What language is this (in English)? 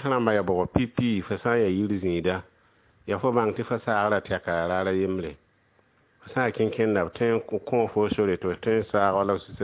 Mossi